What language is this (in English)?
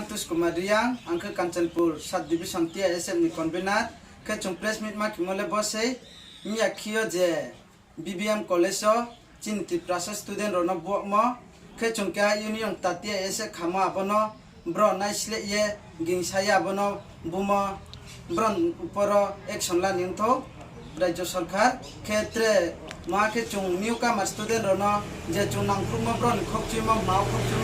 Riang (India)